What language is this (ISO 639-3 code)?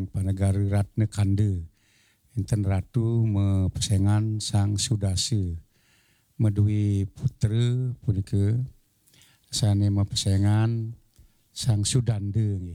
ban